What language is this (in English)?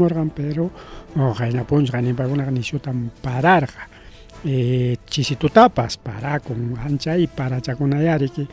Ayacucho Quechua